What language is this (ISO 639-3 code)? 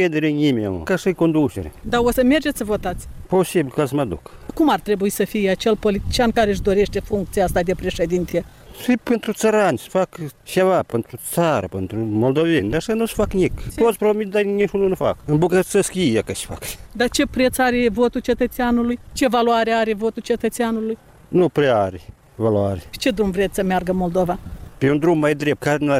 ron